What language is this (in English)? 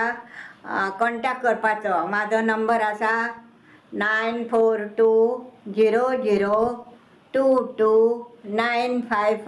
Konkani